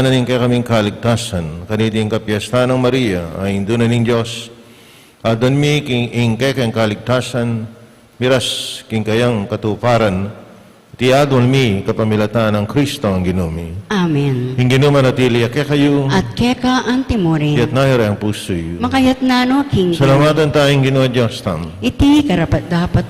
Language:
Pampanga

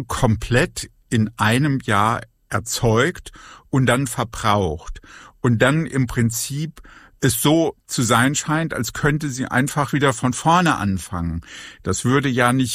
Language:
German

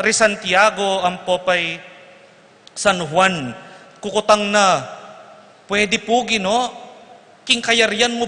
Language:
Pampanga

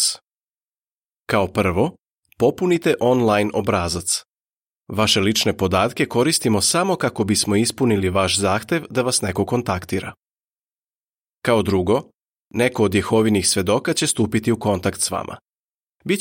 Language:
Serbian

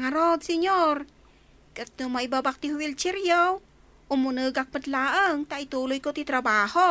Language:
Iloko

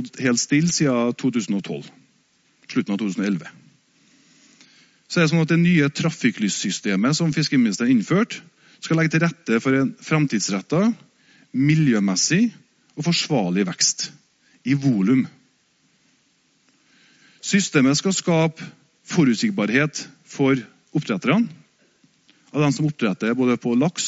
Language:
Norwegian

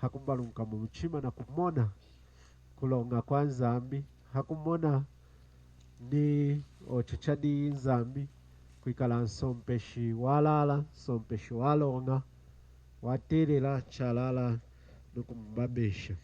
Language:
Lunda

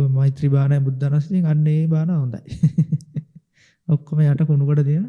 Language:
Sinhala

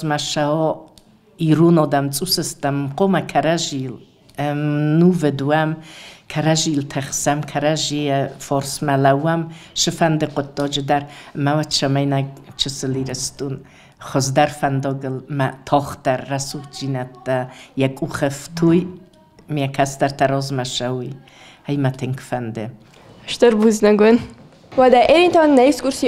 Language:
Ossetic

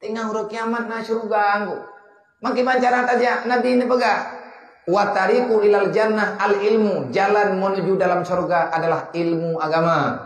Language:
Achinese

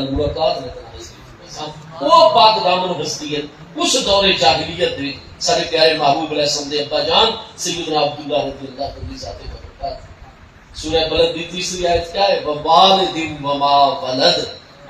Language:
Saraiki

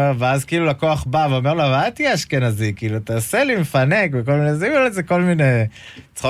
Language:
Hebrew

